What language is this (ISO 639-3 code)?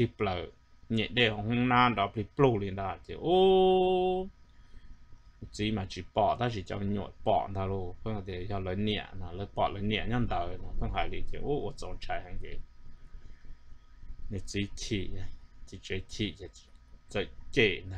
vie